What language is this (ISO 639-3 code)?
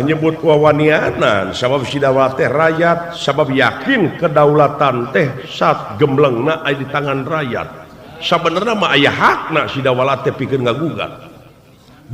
sun